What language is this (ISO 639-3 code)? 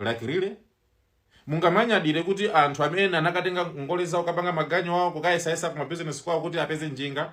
nya